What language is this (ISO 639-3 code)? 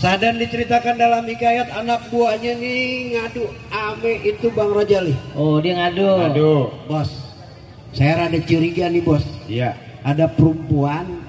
bew